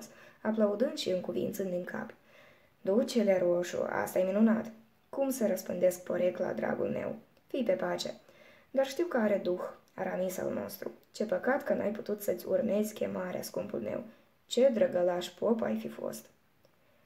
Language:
Romanian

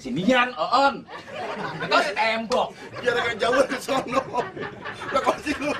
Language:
Betawi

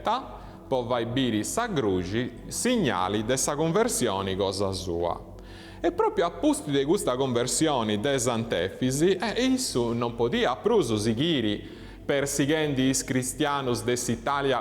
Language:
Sardinian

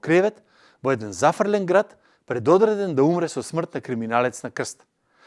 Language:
Macedonian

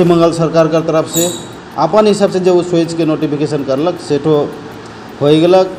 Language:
Sadri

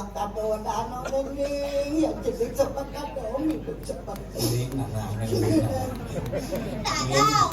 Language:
Balinese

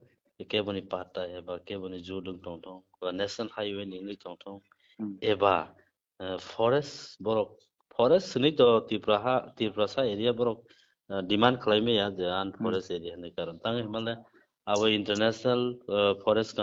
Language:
Kok Borok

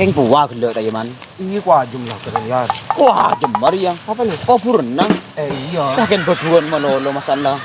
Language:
Madurese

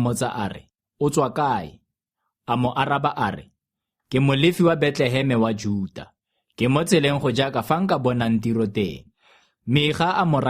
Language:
Tswana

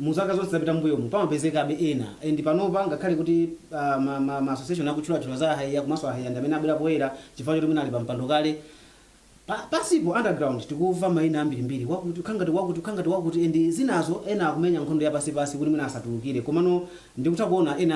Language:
Nyanja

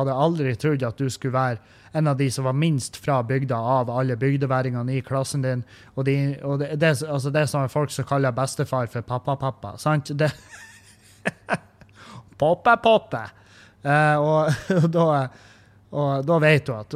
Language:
Norwegian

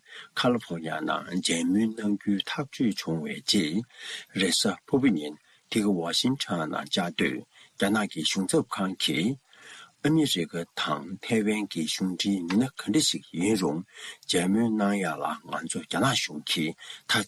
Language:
Tibetan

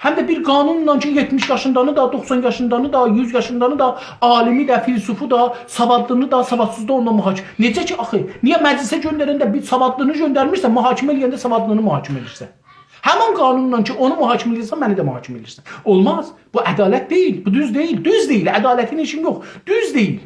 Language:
South Azerbaijani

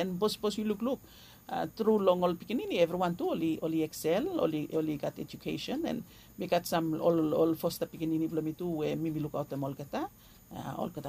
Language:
Bislama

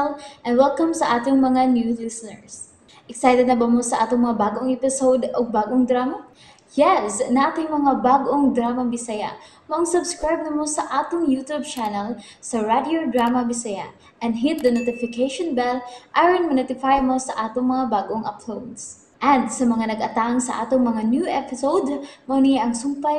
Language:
Cebuano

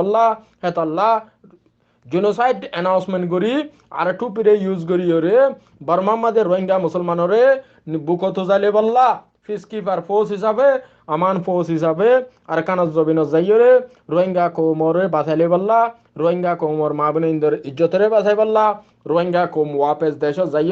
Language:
Rohingya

